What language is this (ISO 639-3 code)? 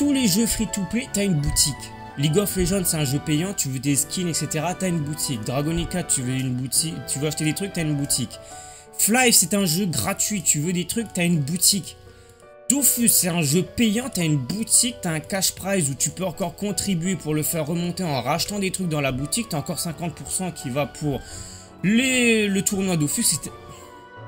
fra